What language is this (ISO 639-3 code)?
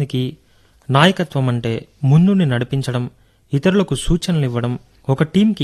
tel